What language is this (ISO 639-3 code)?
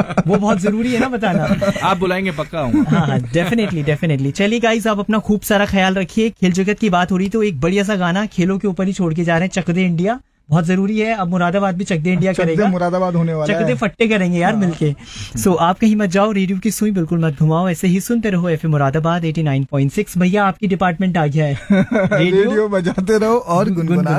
hin